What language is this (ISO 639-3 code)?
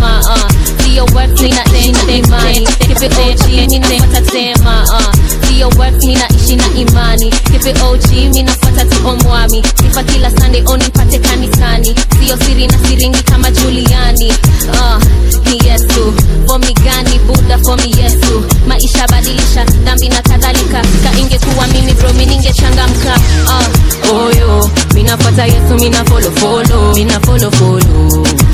swa